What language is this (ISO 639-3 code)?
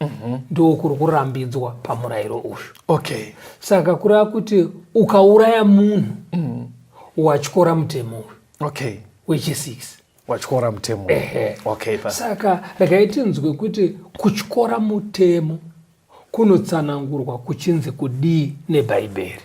sna